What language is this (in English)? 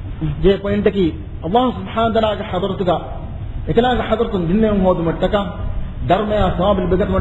Divehi